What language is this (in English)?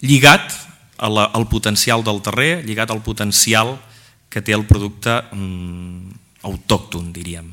Catalan